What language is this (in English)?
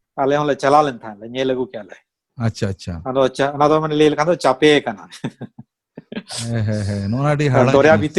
Santali